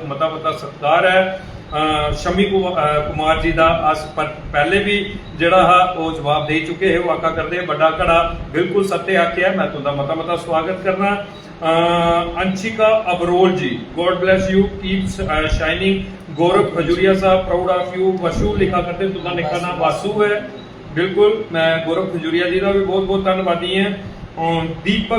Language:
Dogri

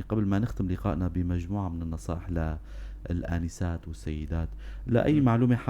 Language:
North Levantine Arabic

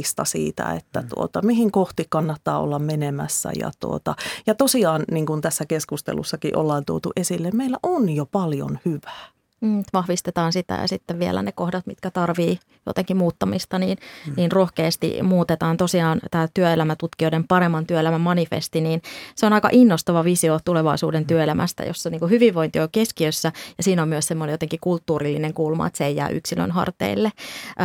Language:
Finnish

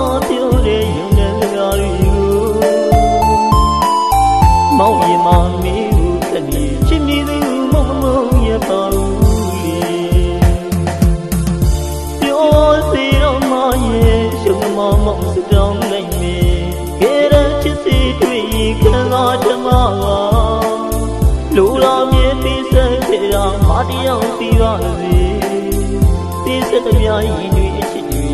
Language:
Burmese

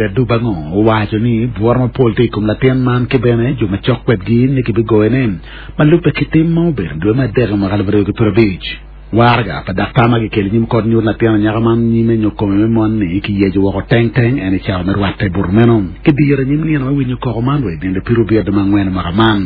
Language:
Acoli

